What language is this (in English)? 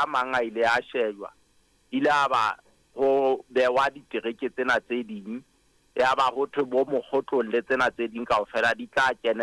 Southern Sotho